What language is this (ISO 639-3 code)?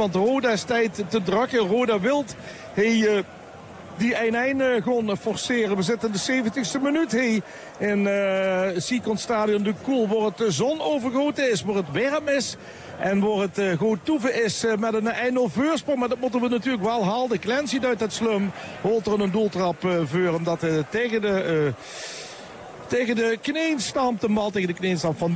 nld